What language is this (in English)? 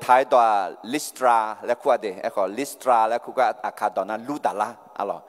Akha